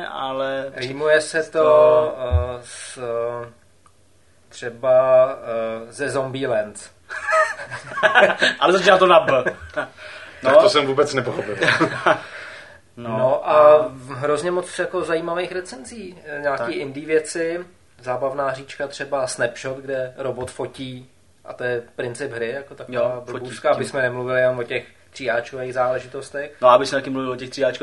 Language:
Czech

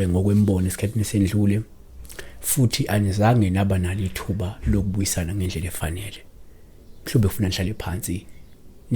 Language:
Zulu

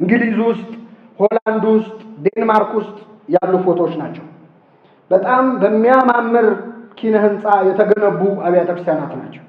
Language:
Amharic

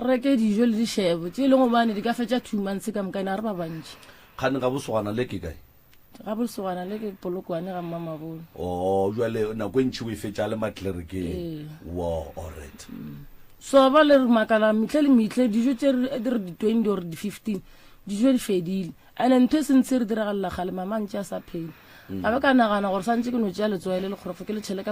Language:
Northern Sotho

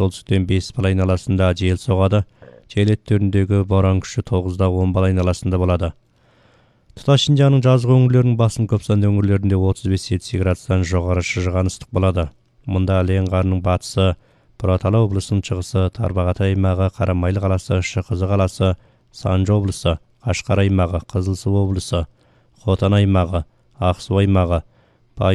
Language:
Kazakh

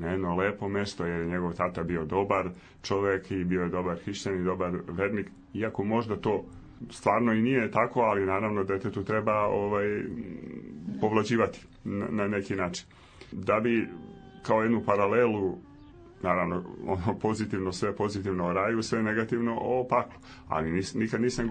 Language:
Serbian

